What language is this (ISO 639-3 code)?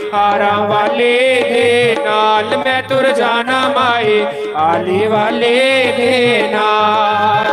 doi